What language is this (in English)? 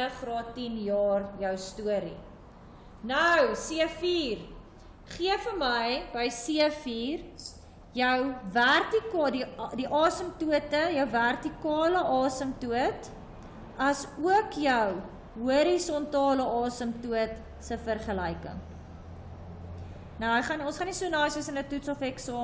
Afrikaans